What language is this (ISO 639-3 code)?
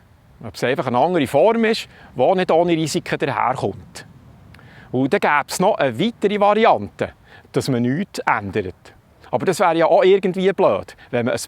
gsw